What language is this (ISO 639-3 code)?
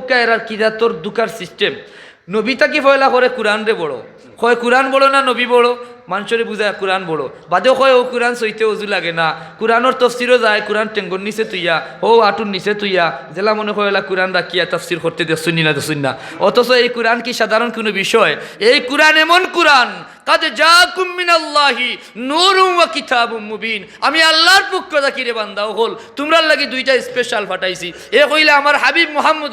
syl